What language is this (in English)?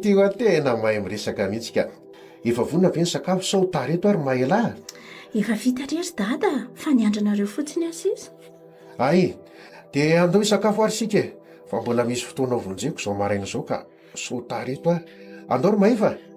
Malagasy